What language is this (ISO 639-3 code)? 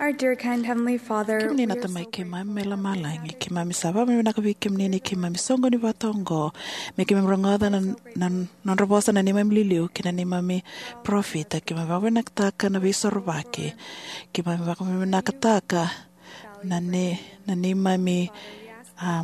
fij